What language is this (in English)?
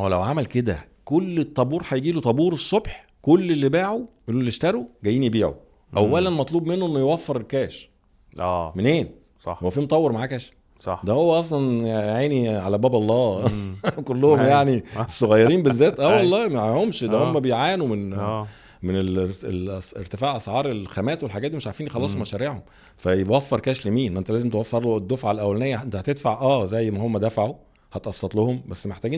Egyptian Arabic